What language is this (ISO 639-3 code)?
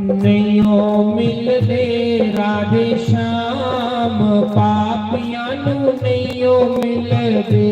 doi